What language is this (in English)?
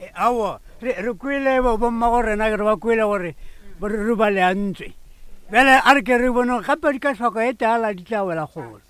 Northern Sotho